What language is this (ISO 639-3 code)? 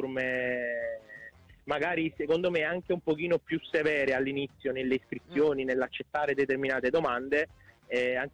ita